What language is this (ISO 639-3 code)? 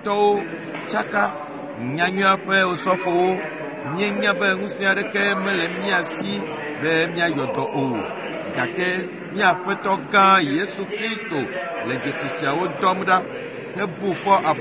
ewe